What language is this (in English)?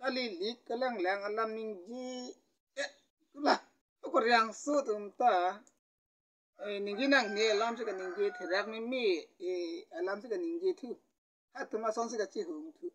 Karbi